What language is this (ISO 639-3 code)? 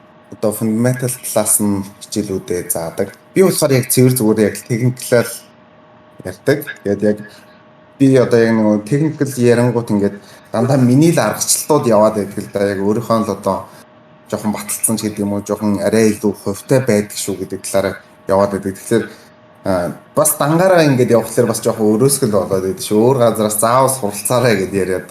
mon